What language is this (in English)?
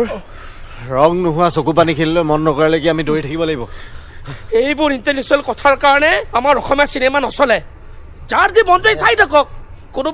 Assamese